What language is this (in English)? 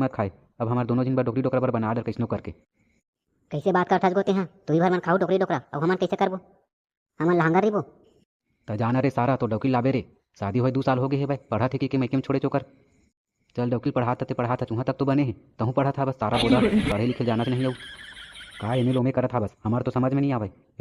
Chhattisgarhi